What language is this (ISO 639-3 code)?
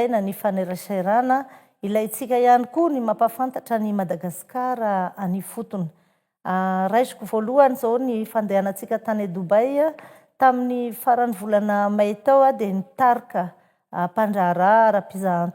mlg